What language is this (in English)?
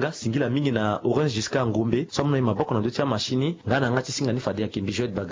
Sango